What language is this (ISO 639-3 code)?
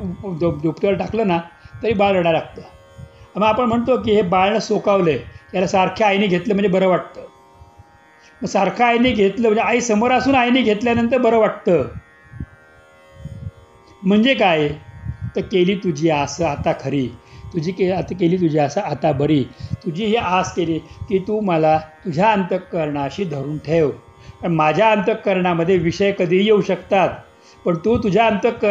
mar